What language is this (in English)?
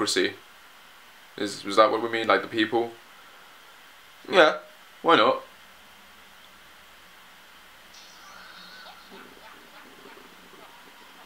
English